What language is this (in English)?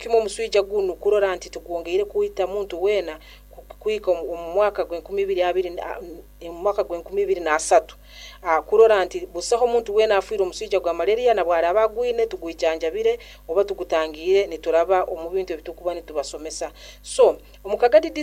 Nyoro